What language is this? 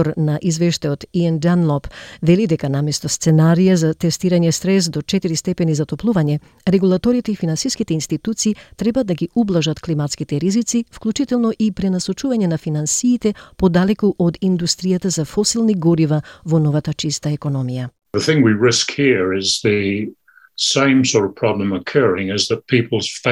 Macedonian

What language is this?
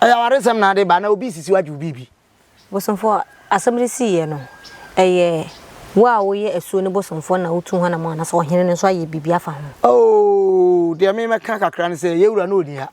Akan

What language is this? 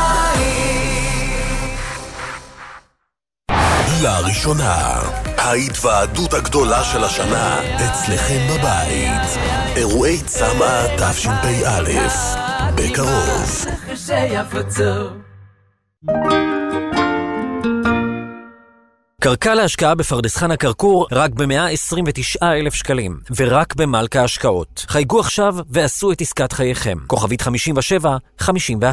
Hebrew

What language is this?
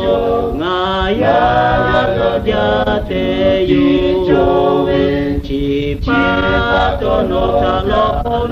Lahu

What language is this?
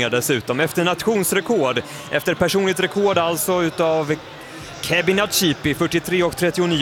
Swedish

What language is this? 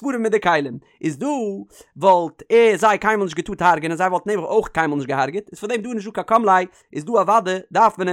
Yiddish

